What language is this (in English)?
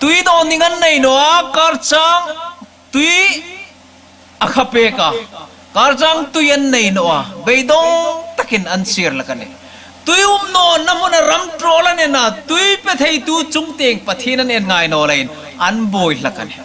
Hmar